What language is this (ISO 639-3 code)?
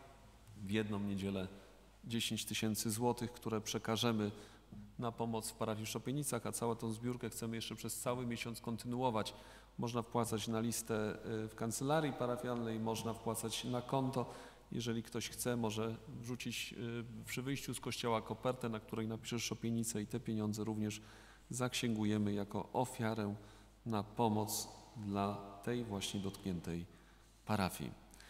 pol